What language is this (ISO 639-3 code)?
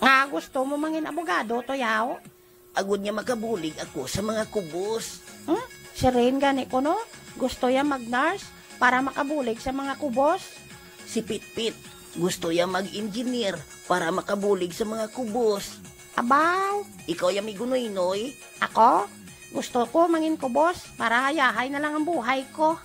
hil